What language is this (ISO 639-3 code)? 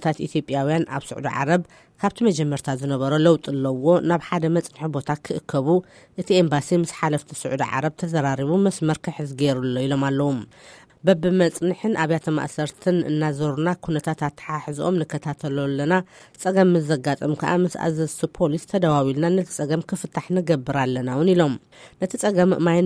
tir